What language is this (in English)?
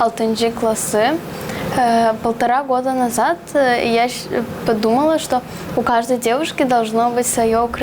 Gagauz